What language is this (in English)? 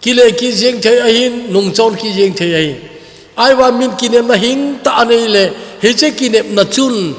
Thado Chin